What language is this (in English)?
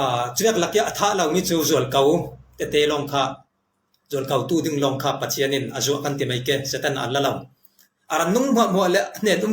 Falam Chin